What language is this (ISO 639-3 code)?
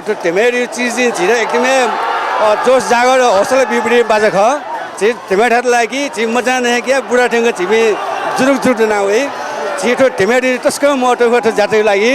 new